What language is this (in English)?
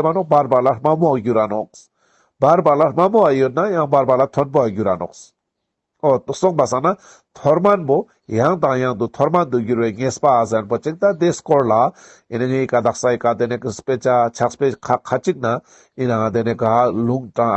Ladakhi